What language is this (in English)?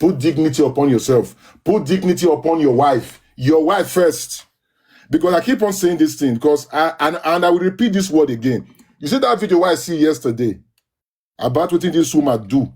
Nigerian Pidgin